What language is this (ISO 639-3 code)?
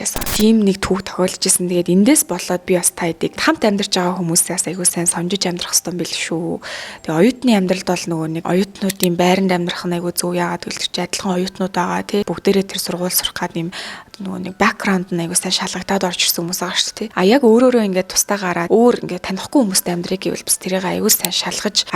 mon